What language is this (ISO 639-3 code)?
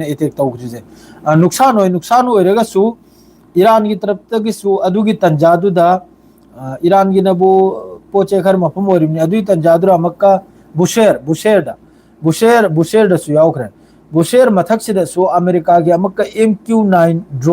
mni